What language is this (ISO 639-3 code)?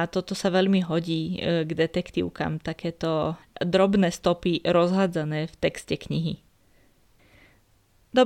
slk